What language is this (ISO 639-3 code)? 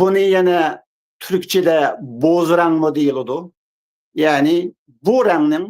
uig